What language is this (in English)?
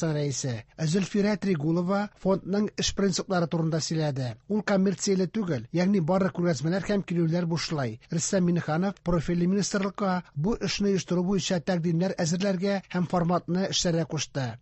Tatar